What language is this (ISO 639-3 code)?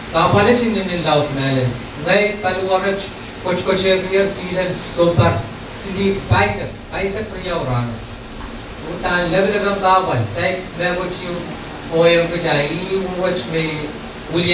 pon